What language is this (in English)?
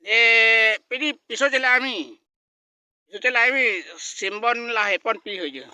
Karbi